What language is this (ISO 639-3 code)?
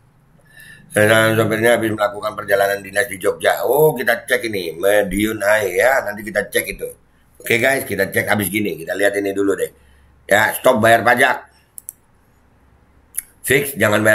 ind